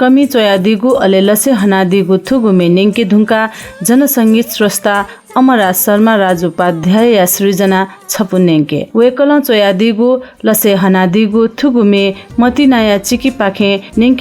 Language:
Newari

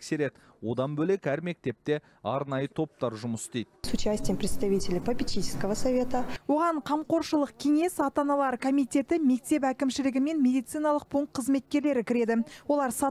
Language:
Kazakh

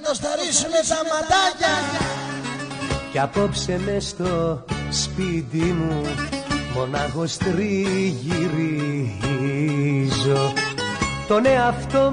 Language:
Greek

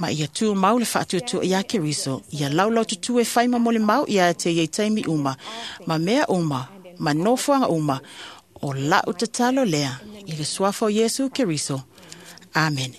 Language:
Samoan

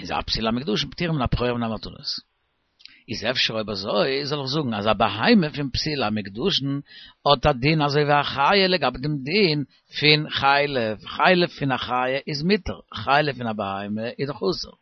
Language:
Yiddish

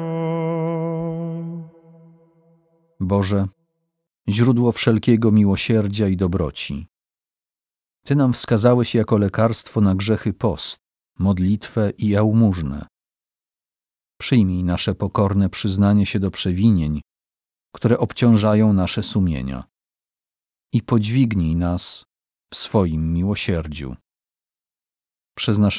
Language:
Polish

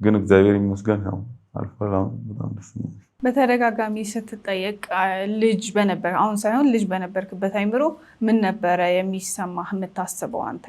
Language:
Amharic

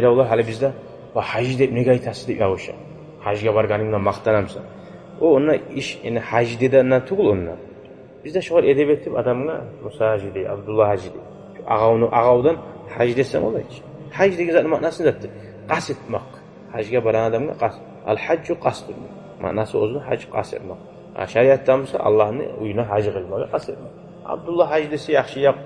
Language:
Kumyk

